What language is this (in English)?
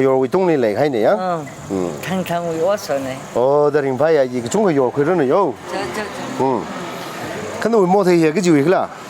Tangkhul Naga (India)